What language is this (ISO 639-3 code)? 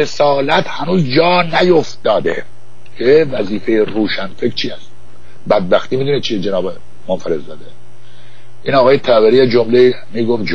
fas